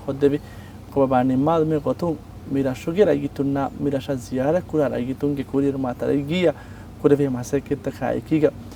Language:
Divehi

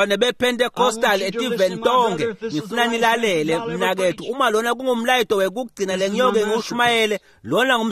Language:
Swati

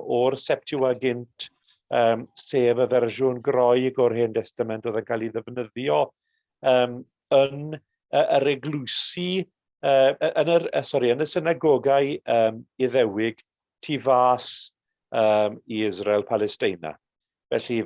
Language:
Welsh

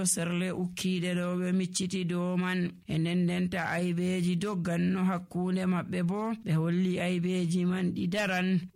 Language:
Nigerian Fulfulde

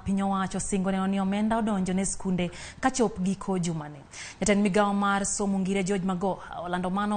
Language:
Luo (Kenya and Tanzania)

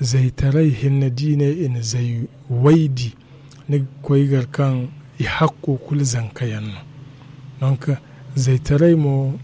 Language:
Zarma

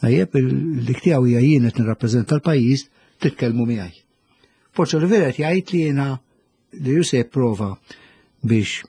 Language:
Maltese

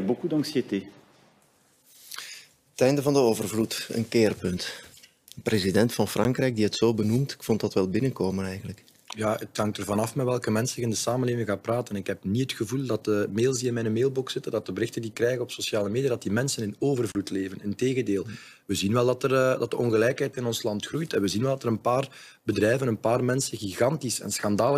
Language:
Dutch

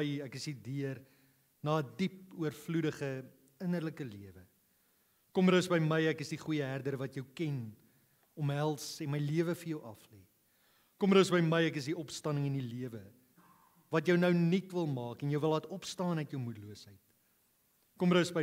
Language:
Afrikaans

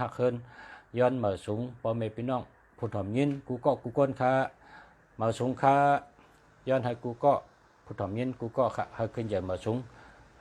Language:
Shan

